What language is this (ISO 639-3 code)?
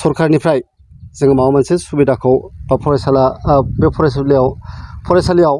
brx